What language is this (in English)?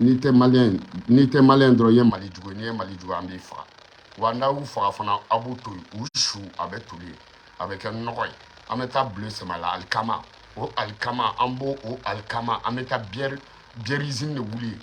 Bambara